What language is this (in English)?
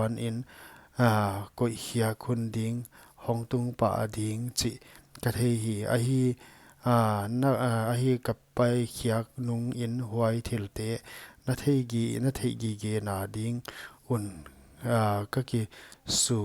Paite Chin